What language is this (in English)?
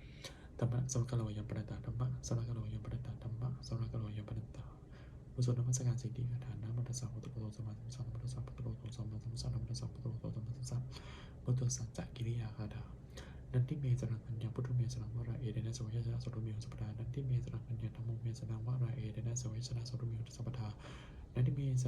Pali